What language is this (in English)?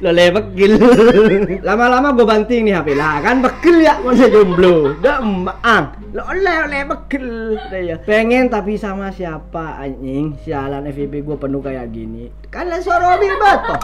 Madurese